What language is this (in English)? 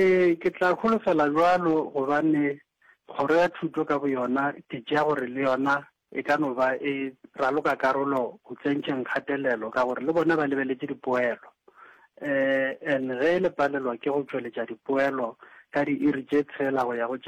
Northern Sotho